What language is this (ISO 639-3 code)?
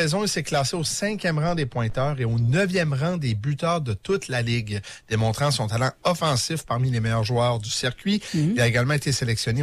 fra